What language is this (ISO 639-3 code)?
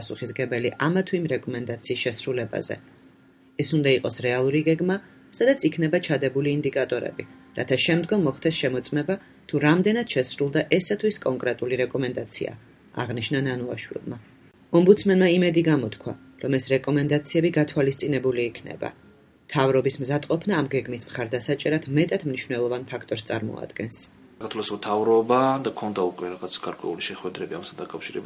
kat